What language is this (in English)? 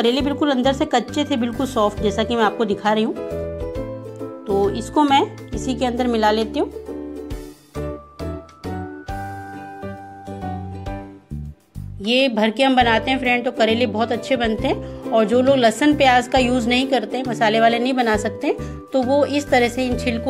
Hindi